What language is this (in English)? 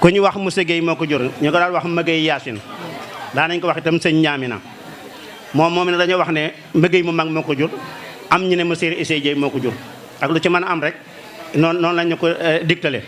Wolof